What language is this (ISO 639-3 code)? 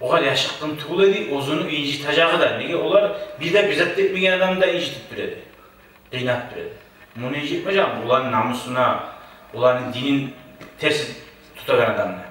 kum